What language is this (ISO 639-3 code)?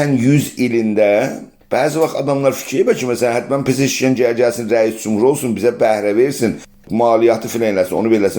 azb